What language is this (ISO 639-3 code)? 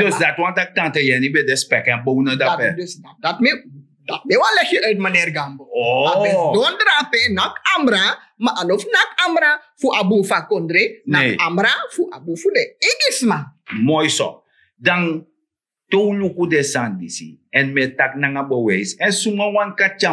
srn